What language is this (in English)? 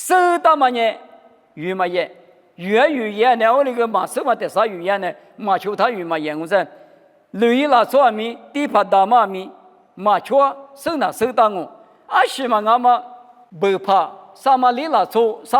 Lisu